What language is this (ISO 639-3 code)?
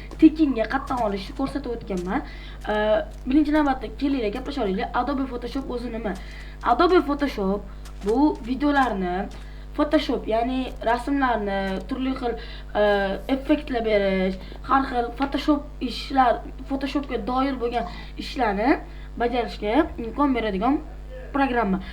uzb